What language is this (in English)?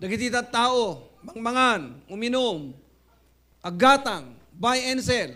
Iloko